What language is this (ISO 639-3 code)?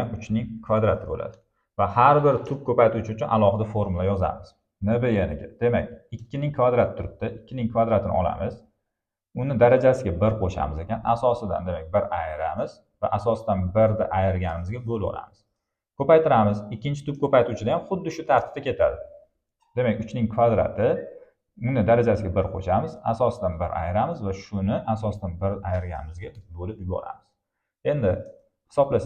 uzb